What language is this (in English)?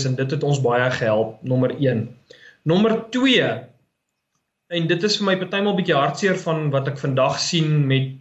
Afrikaans